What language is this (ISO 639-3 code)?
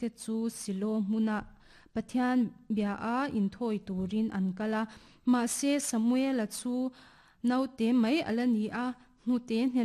lus